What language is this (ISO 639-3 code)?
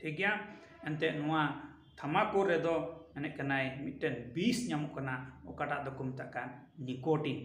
sat